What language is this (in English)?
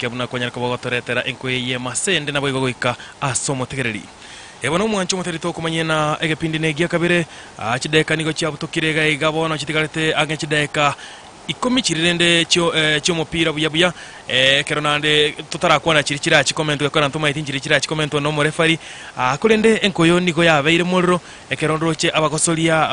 Gusii